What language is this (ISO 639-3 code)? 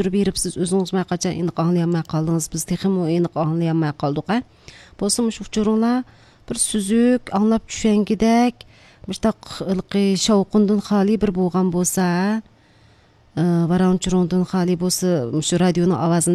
uig